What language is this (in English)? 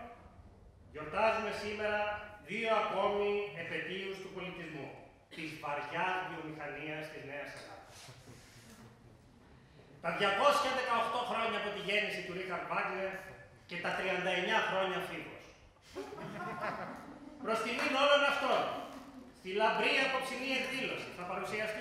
Greek